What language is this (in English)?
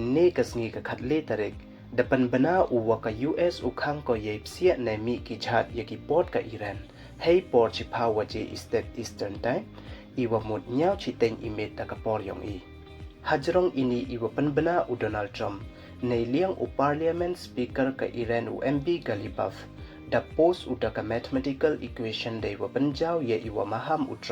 Pnar